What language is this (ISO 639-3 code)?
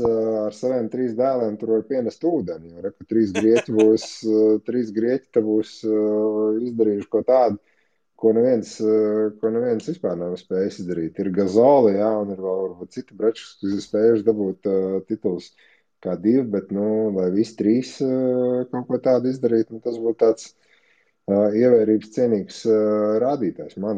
lav